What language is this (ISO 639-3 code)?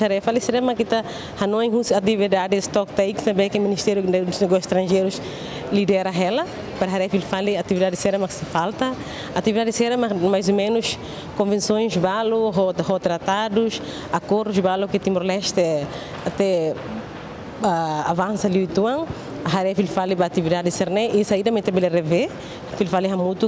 tet